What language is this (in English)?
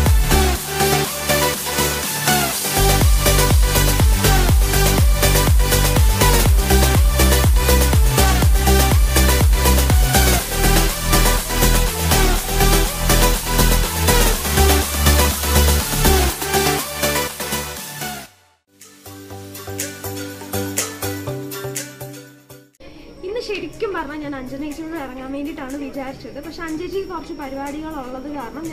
Malayalam